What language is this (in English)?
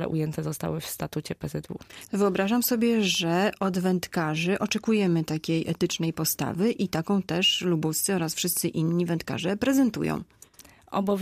Polish